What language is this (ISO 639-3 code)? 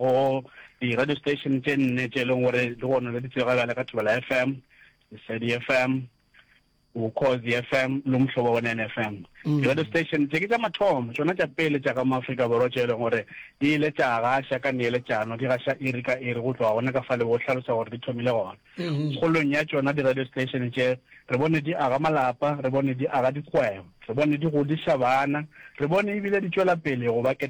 nso